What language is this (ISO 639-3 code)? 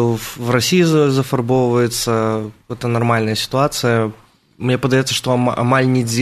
bel